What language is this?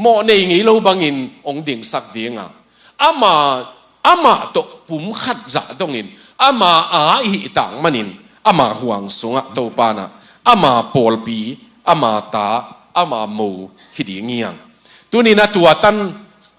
Tedim Chin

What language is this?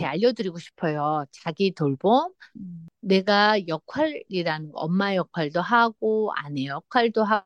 Korean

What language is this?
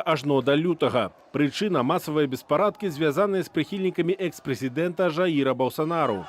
Belarusian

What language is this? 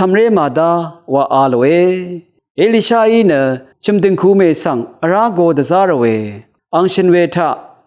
Rawang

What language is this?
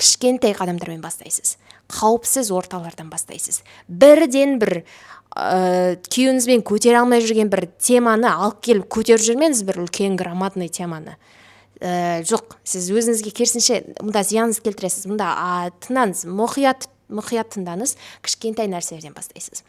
Kazakh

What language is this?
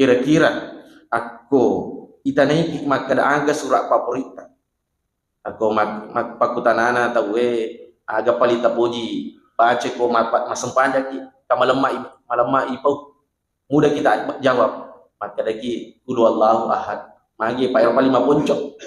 Buginese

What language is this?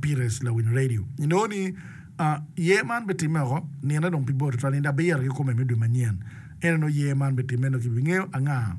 Acoli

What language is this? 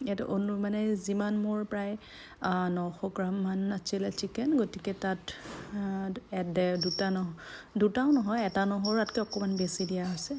Assamese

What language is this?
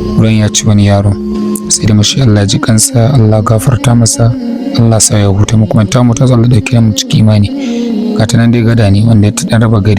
Hausa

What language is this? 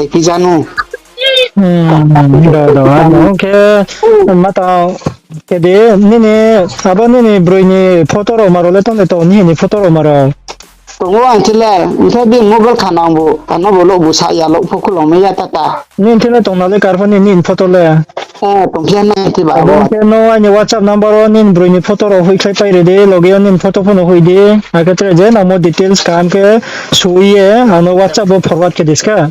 Riang (India)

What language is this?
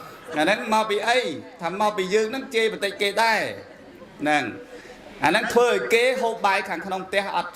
Khmer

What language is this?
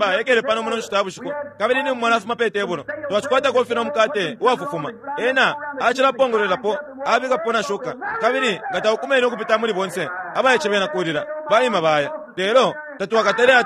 Bemba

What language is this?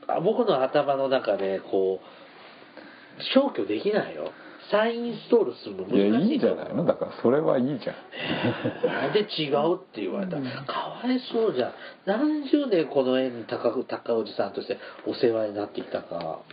Japanese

